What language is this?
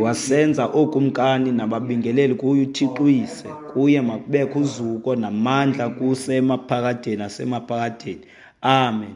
Xhosa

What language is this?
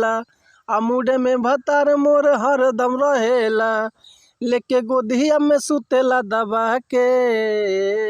Bhojpuri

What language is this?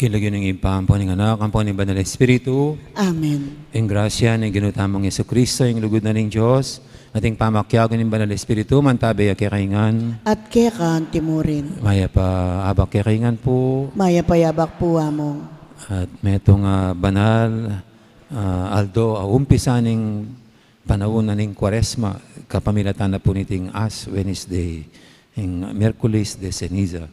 Pampanga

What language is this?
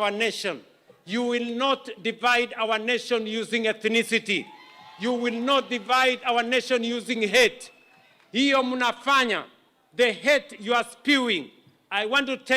Kamba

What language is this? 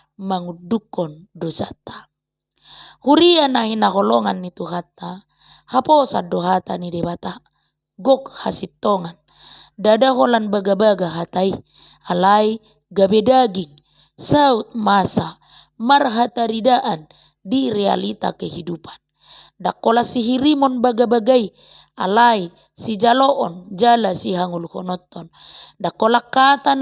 Batak Toba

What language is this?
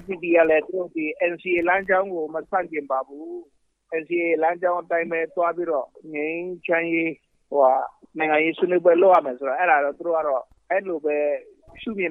Burmese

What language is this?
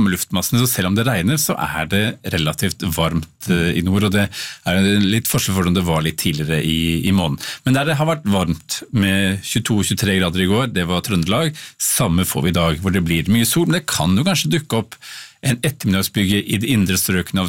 Norwegian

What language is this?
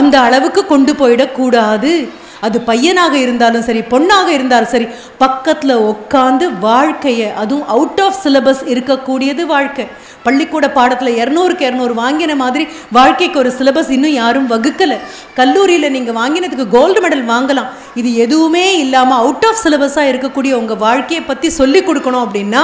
Tamil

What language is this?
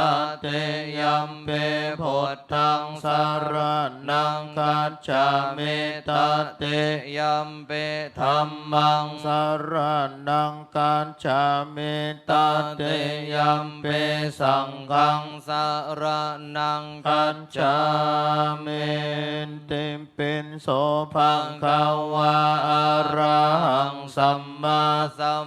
Pali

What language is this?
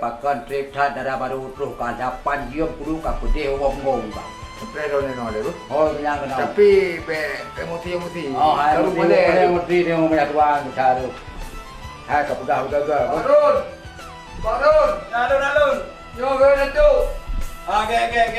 Achinese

